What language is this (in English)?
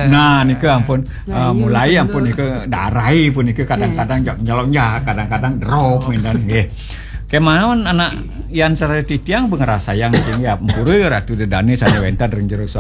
Balinese